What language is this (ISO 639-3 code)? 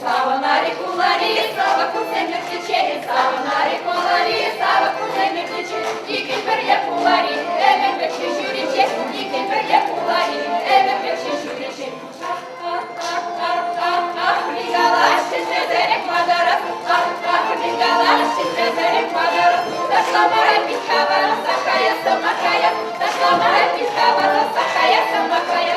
chv